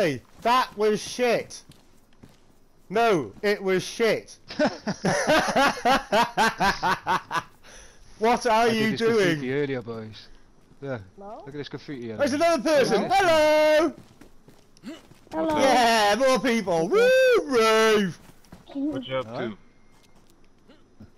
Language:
English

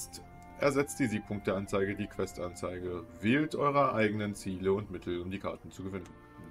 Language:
German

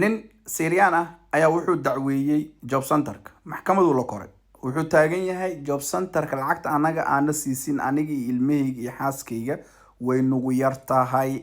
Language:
Somali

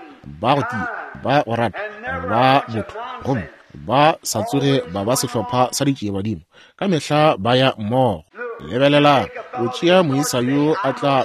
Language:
Northern Sotho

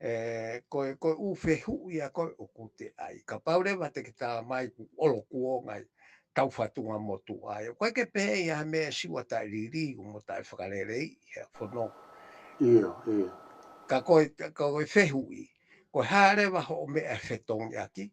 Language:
Tongan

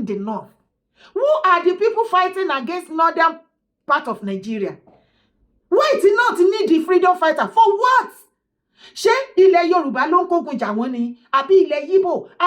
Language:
Yoruba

